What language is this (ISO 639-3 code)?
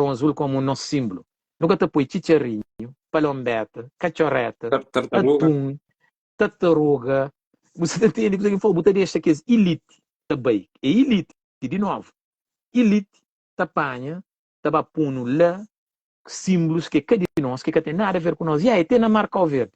kea